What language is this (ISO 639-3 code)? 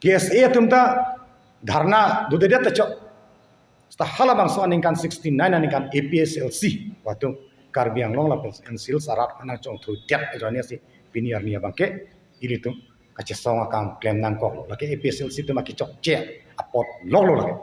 mjw